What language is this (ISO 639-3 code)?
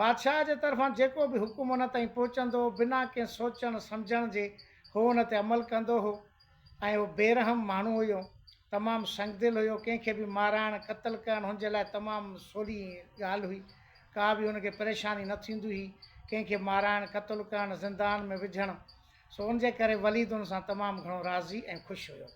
snd